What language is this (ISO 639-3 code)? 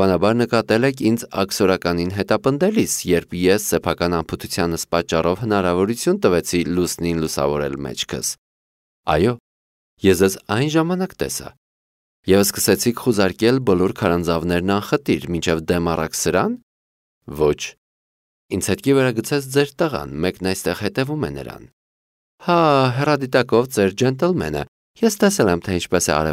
hye